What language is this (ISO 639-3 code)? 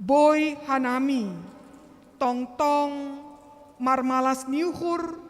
bts